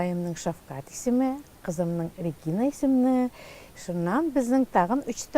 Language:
Tatar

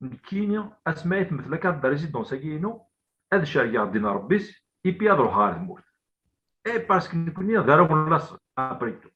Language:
Kabyle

